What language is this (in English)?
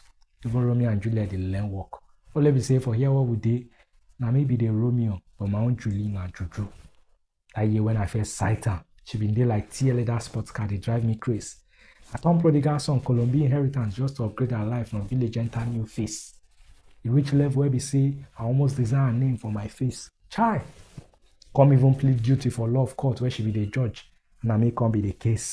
Nigerian Pidgin